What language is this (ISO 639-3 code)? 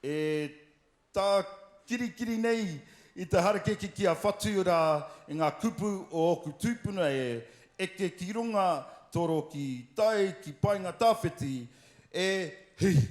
mri